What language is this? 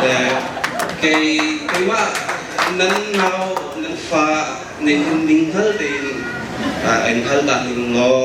Hakha Chin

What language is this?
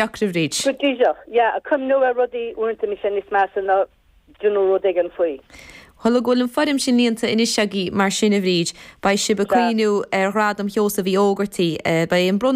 Irish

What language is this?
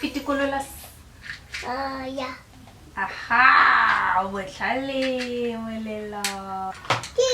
Tswana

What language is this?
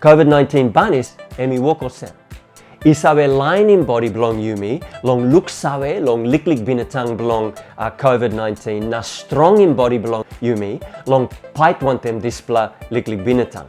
Tok Pisin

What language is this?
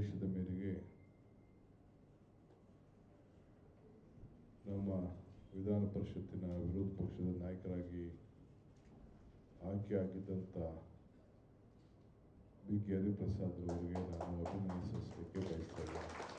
Kannada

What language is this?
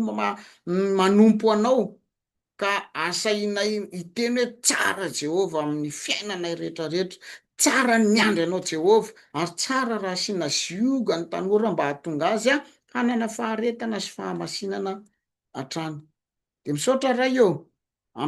Malagasy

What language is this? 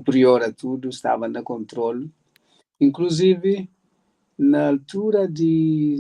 Kabuverdianu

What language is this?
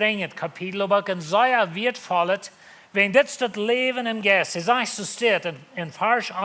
Plautdietsch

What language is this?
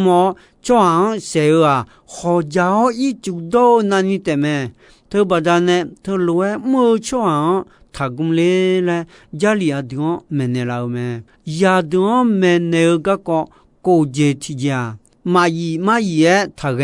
Akha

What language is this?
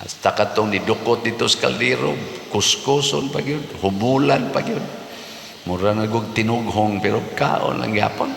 Cebuano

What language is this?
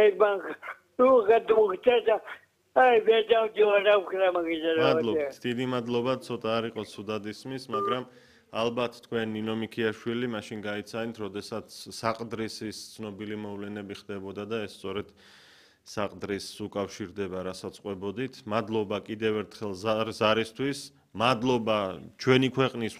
Georgian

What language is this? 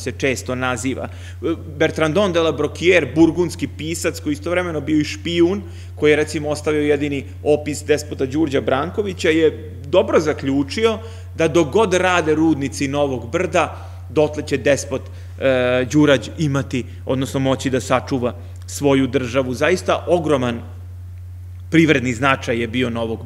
Serbian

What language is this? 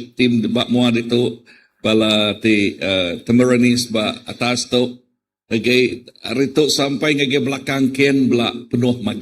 Iban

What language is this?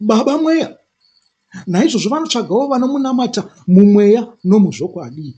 Shona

